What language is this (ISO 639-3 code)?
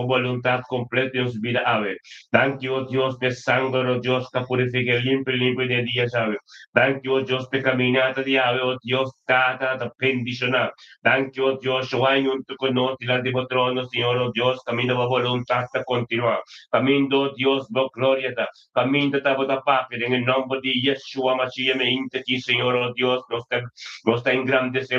pap